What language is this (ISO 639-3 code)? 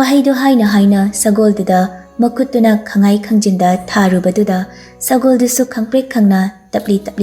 mni